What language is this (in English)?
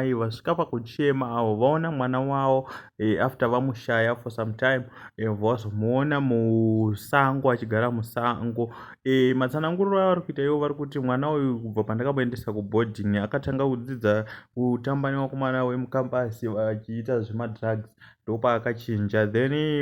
Shona